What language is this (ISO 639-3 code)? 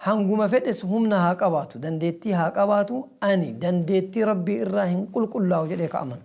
orm